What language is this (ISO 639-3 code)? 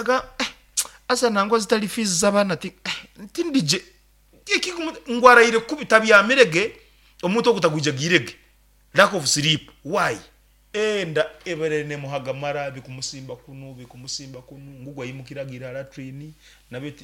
nyn